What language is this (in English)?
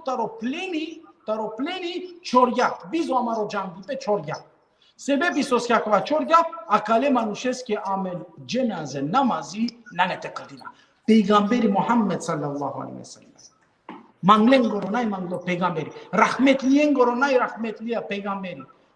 Balkan Romani